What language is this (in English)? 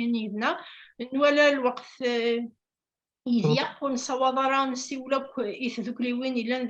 Kabyle